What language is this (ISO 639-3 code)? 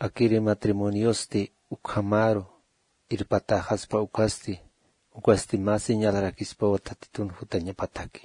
aym